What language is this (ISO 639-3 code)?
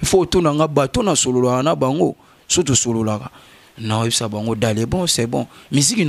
lin